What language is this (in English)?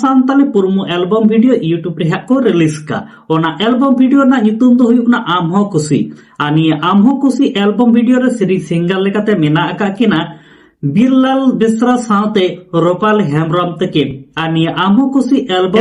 Santali